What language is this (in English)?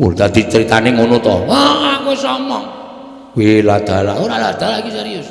Javanese